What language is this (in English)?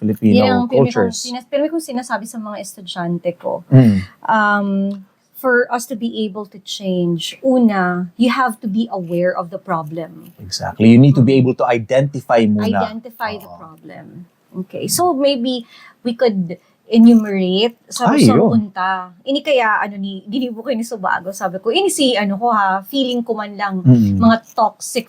Bikol